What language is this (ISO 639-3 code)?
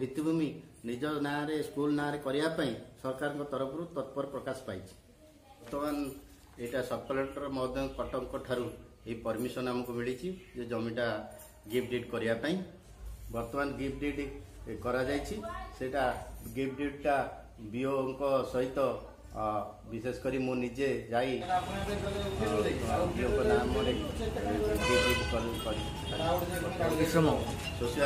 ori